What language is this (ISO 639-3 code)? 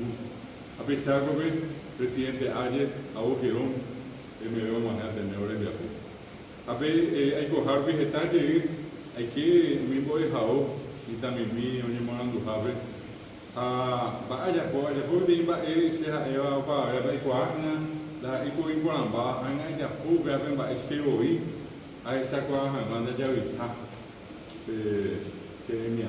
grn